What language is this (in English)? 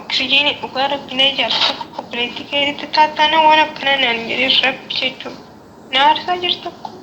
Oromo